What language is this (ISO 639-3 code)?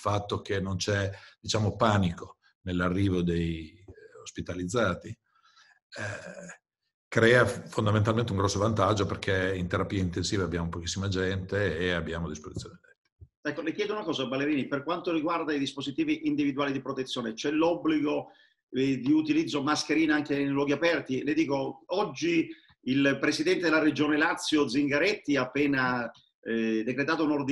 ita